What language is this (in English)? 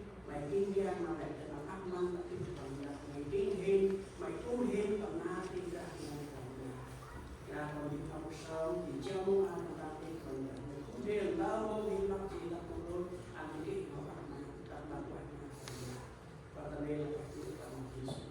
Central Mnong